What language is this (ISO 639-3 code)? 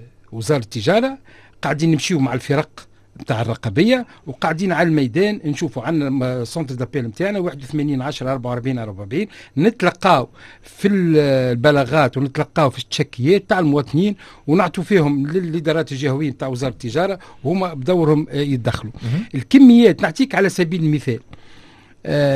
aeb